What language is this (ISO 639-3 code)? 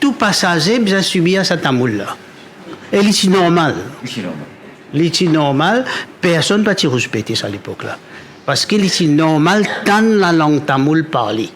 mfe